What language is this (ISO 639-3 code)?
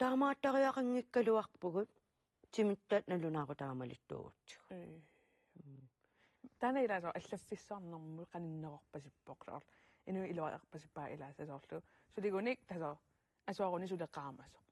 kal